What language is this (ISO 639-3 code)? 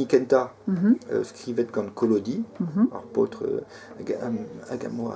bre